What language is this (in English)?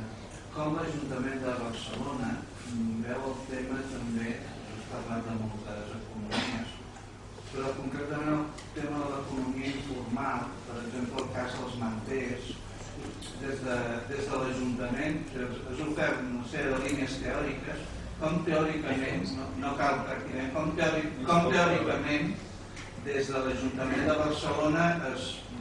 Catalan